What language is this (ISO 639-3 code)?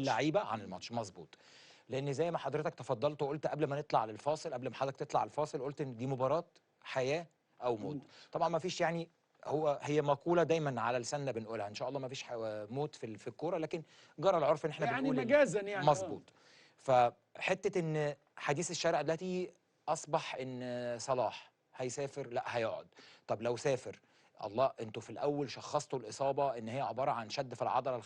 arz